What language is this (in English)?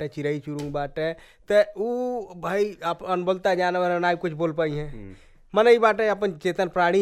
Bhojpuri